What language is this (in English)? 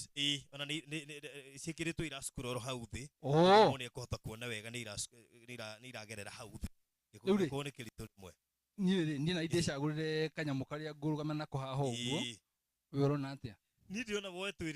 Kikuyu